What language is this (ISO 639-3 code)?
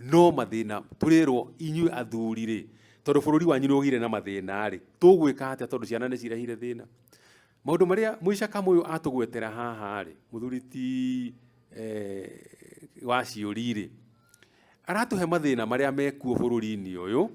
kik